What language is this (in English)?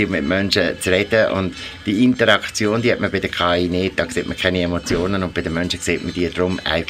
Swiss German